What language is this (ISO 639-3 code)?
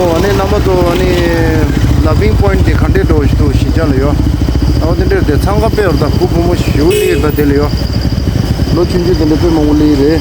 bod